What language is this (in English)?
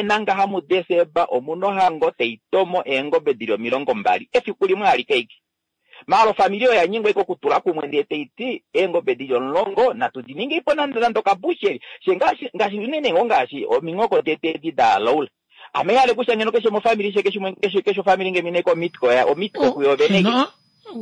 Kuanyama